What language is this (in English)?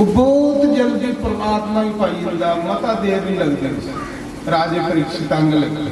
Dogri